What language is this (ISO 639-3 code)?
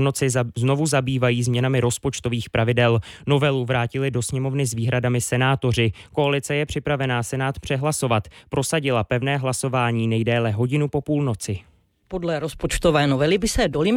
ces